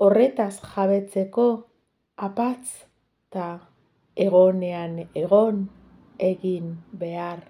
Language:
Basque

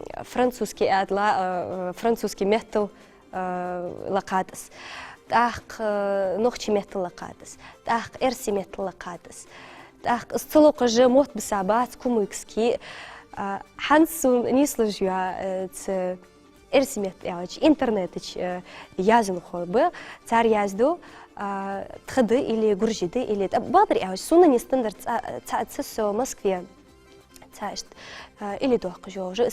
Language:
Ingush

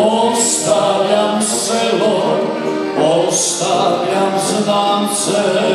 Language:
Croatian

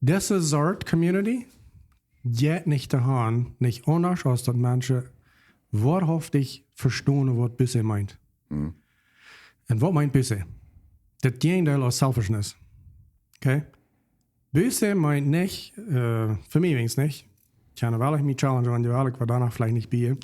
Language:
Plautdietsch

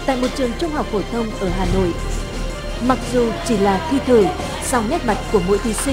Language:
Vietnamese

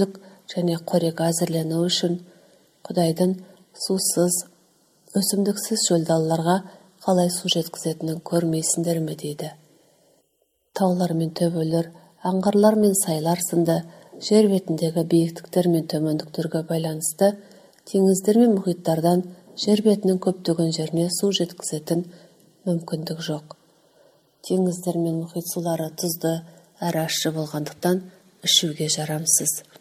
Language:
Kazakh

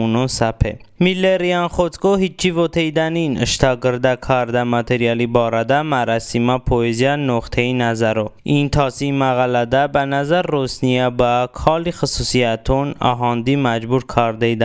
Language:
Talysh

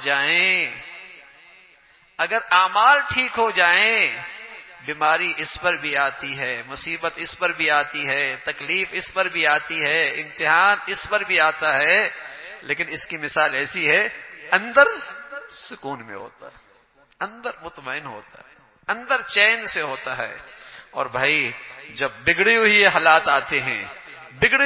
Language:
Urdu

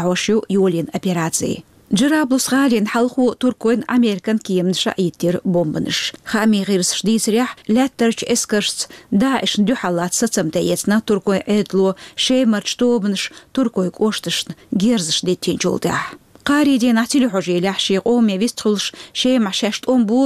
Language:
Chechen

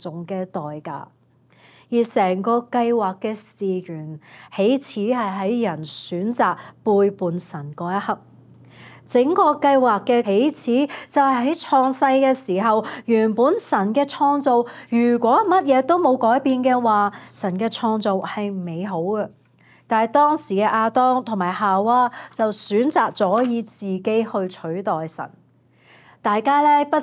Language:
Cantonese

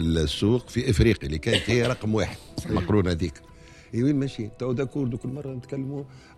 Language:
Tunisian Arabic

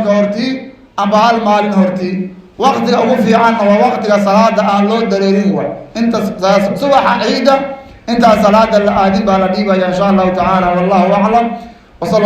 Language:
Somali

